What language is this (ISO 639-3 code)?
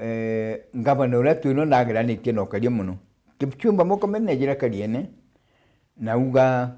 mer